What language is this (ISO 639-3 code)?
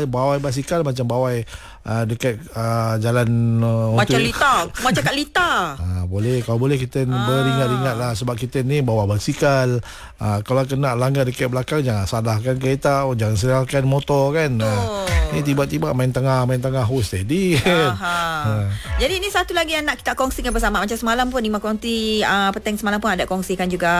msa